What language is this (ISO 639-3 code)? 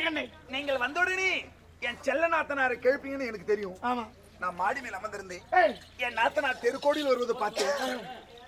tam